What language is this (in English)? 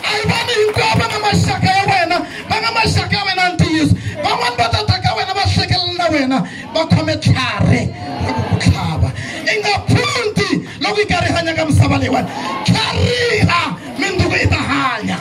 Tsonga